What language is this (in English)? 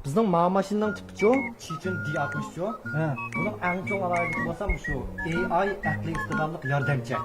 Uyghur